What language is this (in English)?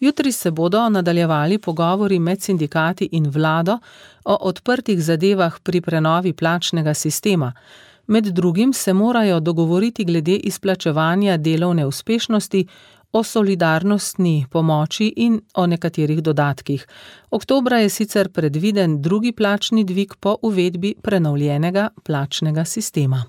Slovenian